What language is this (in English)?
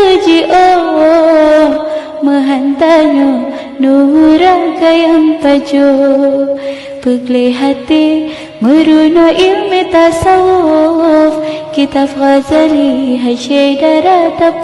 Achinese